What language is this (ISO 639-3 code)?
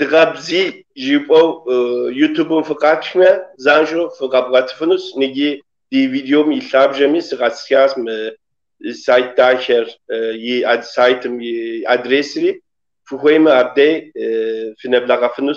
kbd